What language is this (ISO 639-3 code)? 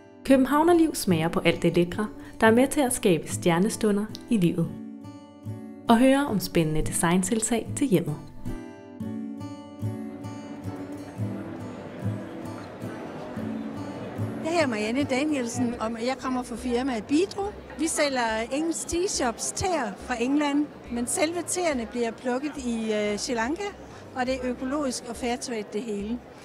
dan